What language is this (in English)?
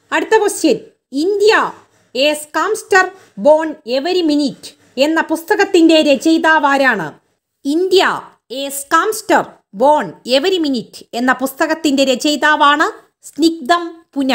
Malayalam